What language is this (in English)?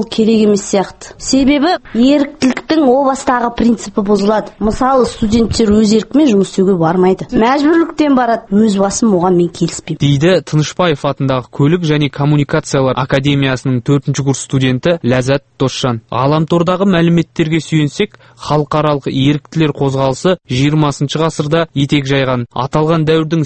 Kazakh